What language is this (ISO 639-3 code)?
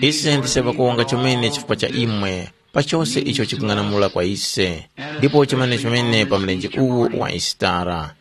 tum